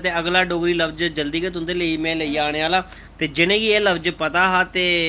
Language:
Dogri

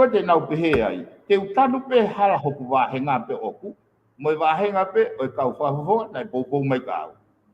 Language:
Tongan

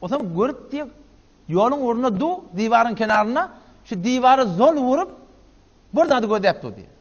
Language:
Turkmen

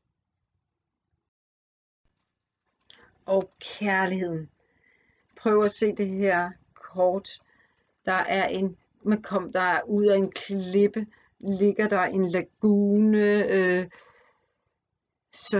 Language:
Danish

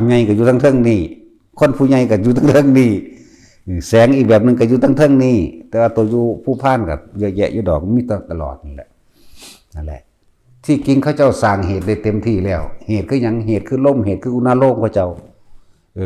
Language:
Northeastern Thai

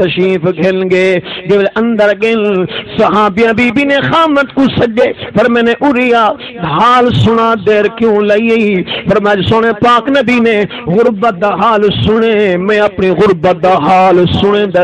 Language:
Saraiki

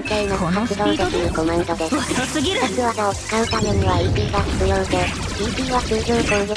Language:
Japanese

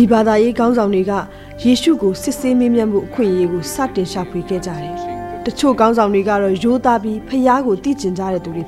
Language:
Burmese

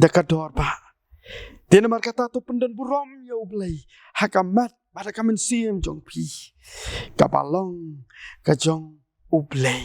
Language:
Khasi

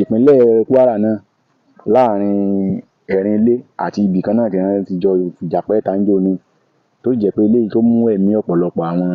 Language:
Yoruba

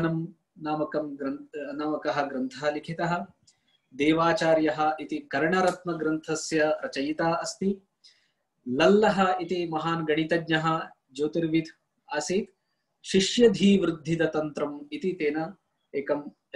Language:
Sanskrit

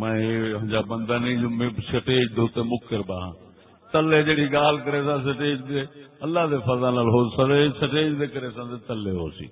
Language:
Saraiki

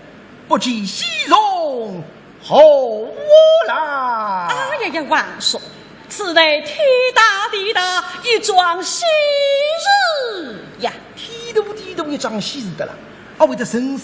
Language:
Wu Chinese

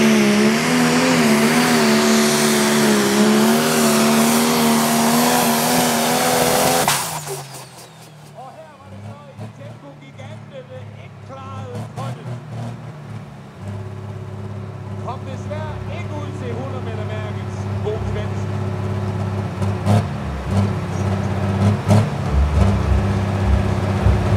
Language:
Danish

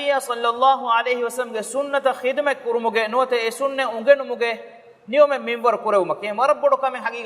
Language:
Divehi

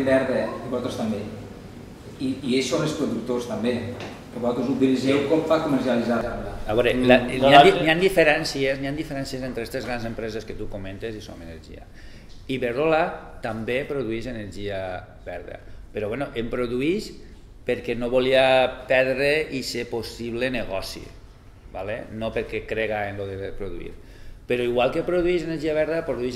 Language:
Catalan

